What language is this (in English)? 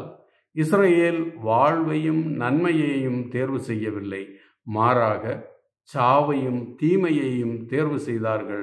Tamil